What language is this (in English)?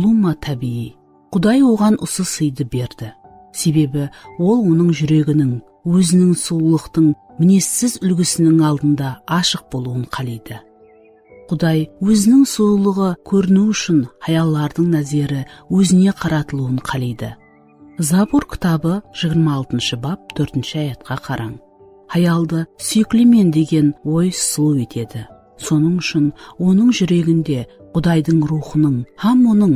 Kara-Kalpak